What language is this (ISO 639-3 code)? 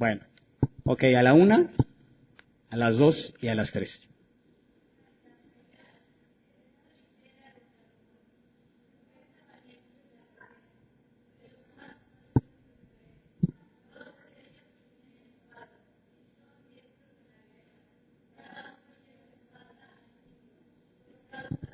spa